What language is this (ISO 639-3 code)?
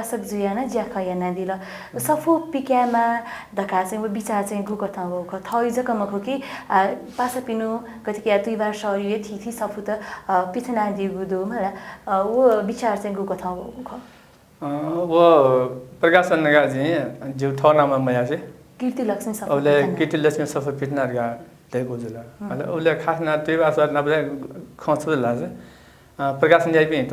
new